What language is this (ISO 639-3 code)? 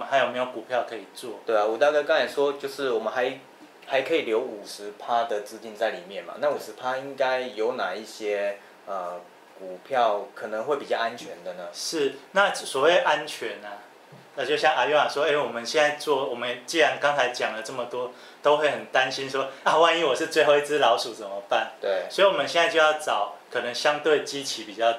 zho